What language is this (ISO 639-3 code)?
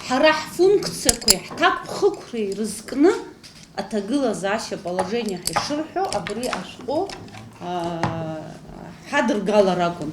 abk